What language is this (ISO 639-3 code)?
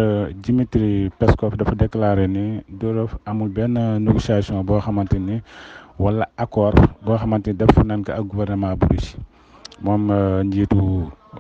wol